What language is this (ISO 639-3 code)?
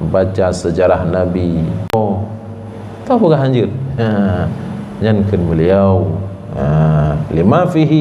ace